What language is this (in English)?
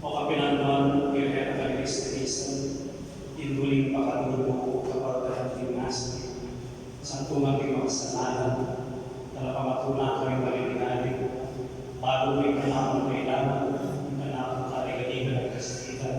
Pampanga